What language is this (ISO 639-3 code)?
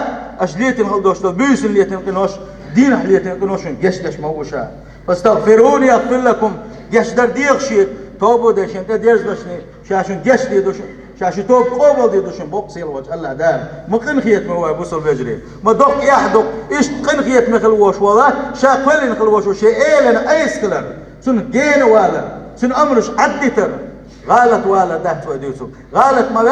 che